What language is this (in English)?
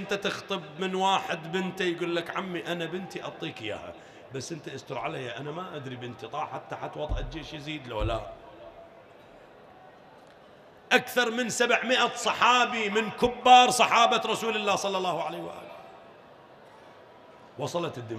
Mesopotamian Arabic